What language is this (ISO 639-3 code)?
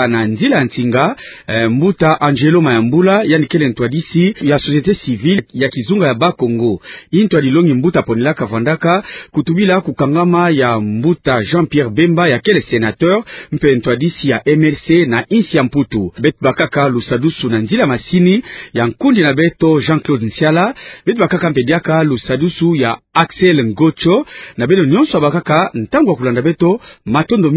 ktu